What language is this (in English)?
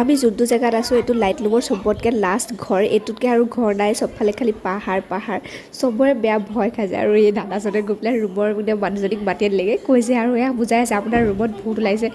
Assamese